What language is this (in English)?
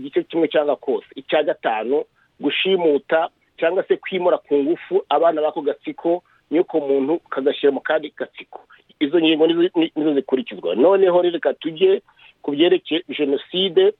Kinyarwanda